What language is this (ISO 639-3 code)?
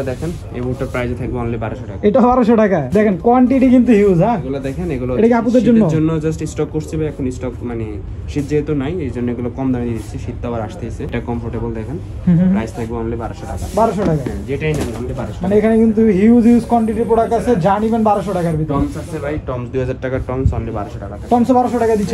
ben